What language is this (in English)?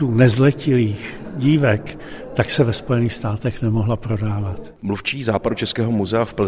Czech